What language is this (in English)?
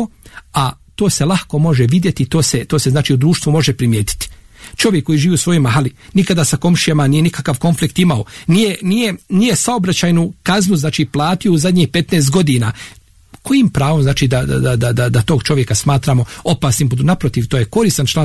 Bosnian